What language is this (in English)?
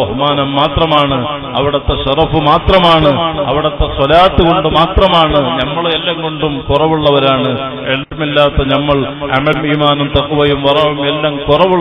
Malayalam